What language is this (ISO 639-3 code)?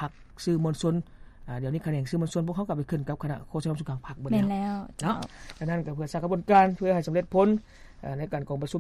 lao